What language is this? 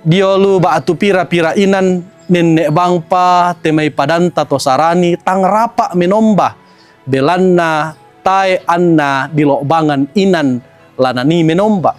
Toraja-Sa'dan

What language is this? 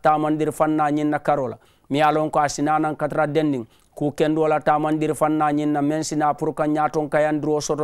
Mandingo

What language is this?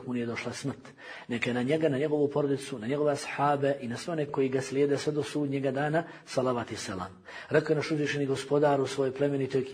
Bosnian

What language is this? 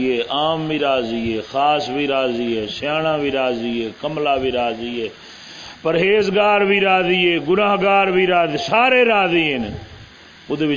Saraiki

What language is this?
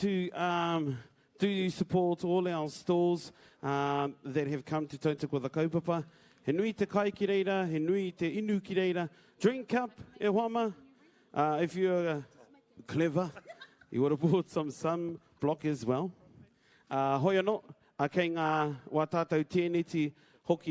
Māori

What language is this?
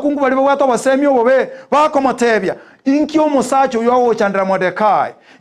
Gusii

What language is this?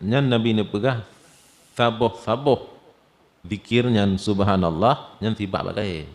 Achinese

